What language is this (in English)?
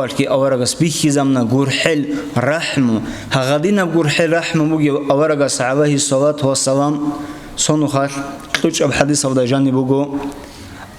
Avaric